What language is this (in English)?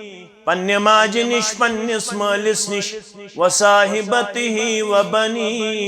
Kashmiri